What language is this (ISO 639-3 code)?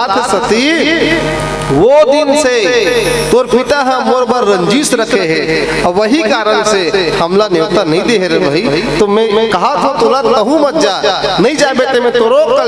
hne